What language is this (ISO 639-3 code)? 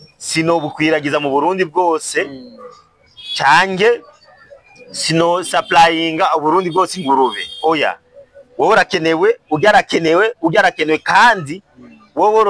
run